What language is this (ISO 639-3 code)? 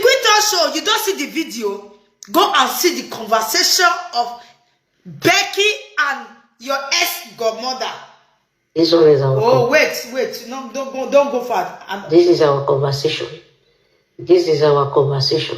pcm